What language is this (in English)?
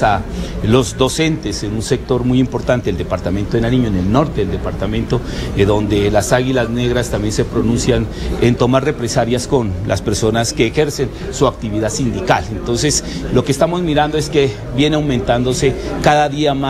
Spanish